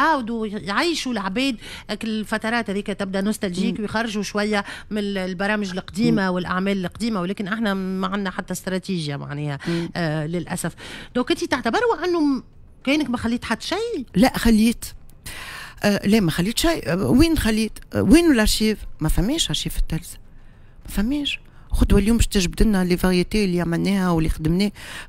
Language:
Tunisian Arabic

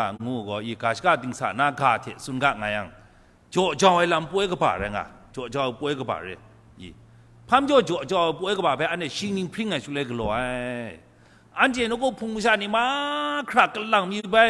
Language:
Kachin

